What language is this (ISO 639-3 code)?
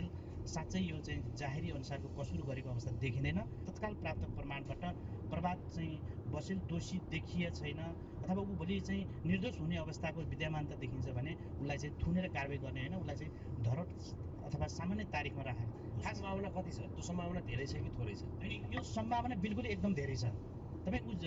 nep